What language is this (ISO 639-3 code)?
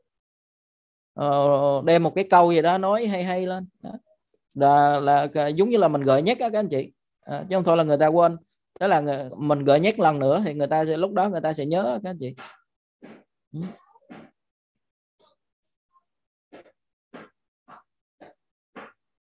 vie